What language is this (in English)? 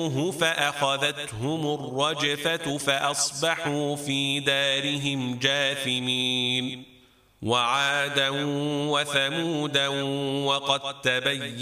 Arabic